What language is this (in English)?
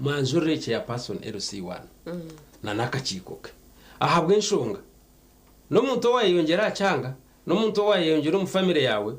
Nyankole